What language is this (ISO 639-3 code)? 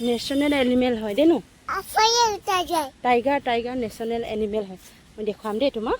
asm